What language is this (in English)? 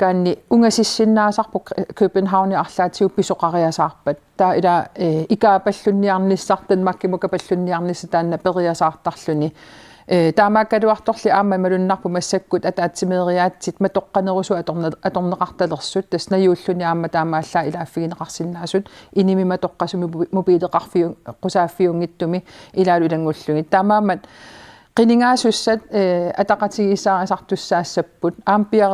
Kalaallisut